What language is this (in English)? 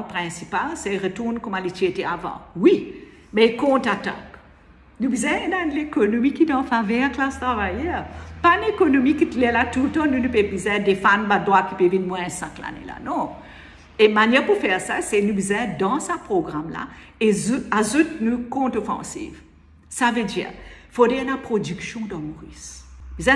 Morisyen